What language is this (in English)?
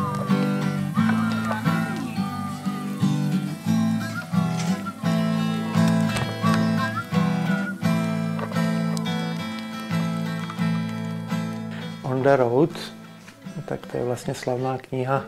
Czech